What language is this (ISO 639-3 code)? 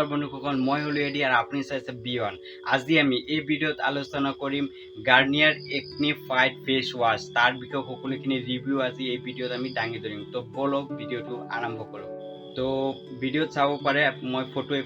asm